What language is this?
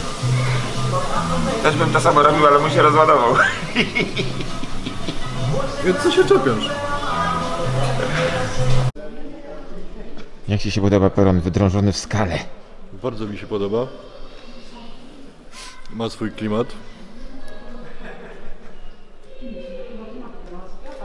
Polish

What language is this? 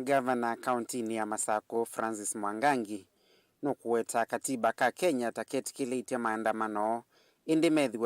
Kamba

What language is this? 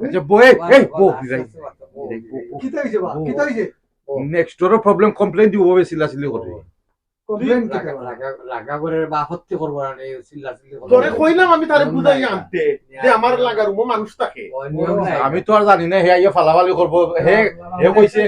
Sylheti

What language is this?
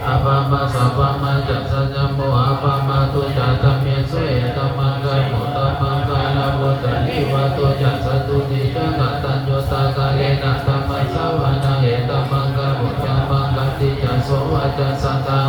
Pali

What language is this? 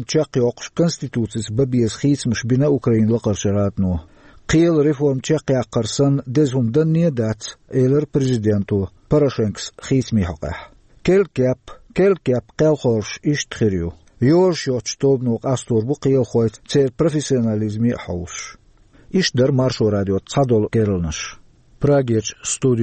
Chechen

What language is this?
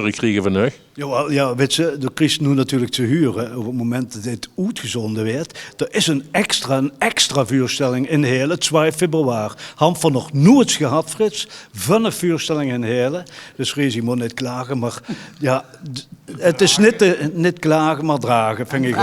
Limburgish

